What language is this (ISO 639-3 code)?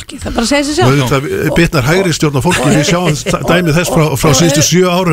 isl